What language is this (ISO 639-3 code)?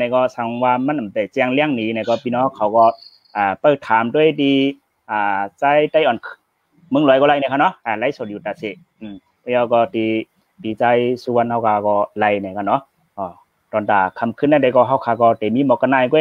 shn